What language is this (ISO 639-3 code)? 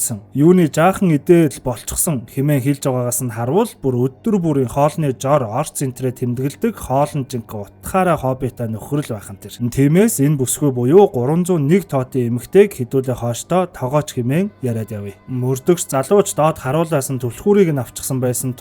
mon